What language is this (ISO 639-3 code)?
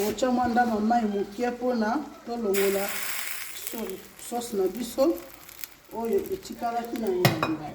lin